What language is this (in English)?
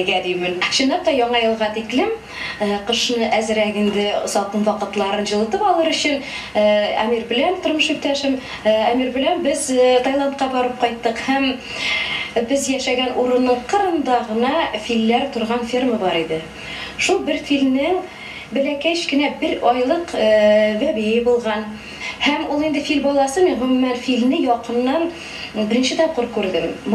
Tatar